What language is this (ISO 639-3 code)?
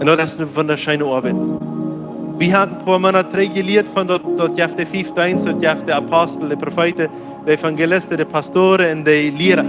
pdt